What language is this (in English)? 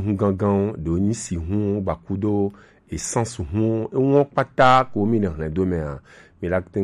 Gen